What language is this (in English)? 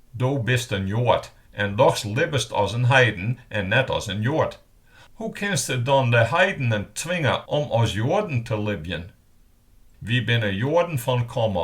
Western Frisian